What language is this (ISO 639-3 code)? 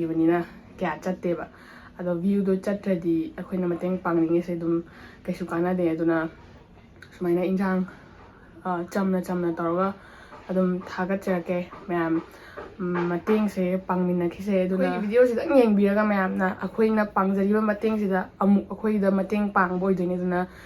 mni